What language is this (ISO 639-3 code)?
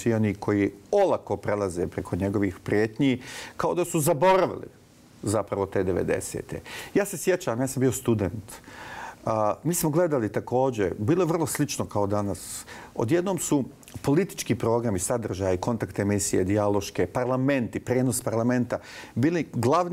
bos